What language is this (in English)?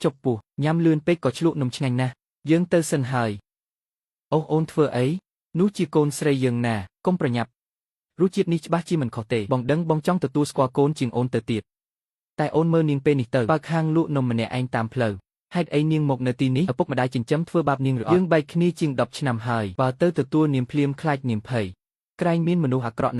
Khmer